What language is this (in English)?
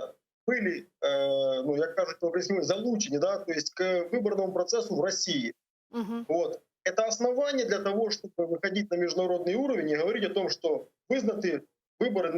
Crimean Tatar